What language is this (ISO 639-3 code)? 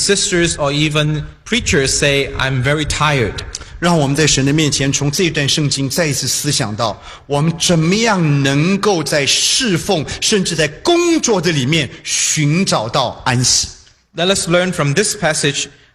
zho